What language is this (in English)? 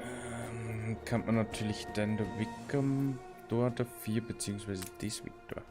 Bavarian